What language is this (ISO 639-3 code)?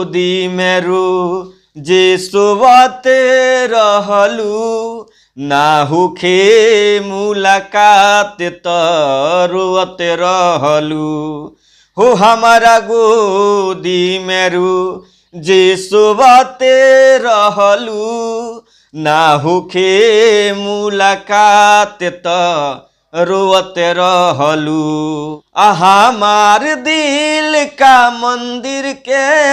bho